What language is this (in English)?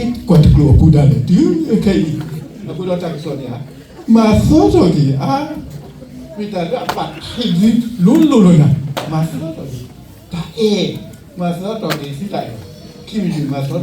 S'gaw Karen